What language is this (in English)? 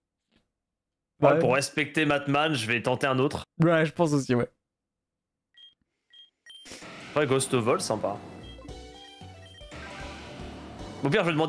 French